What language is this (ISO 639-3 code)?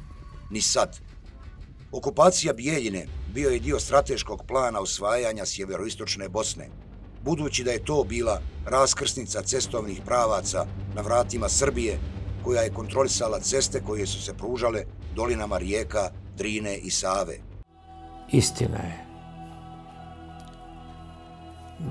bos